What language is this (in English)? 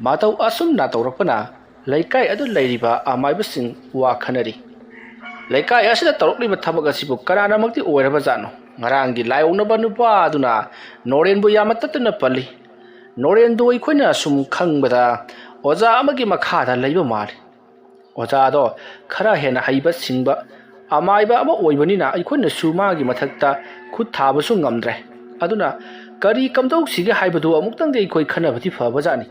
Manipuri